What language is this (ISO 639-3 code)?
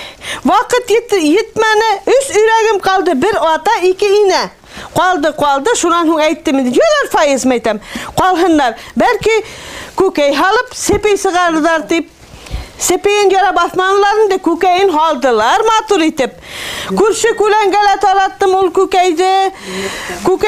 bak